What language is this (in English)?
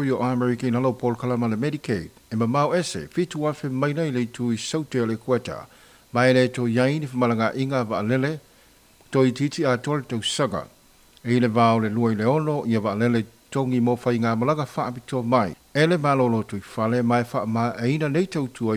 Samoan